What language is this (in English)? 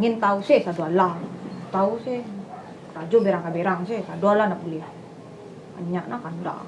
Minangkabau